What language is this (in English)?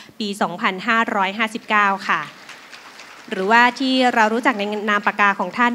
Thai